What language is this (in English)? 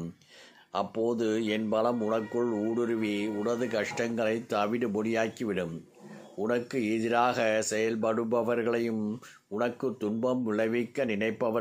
Tamil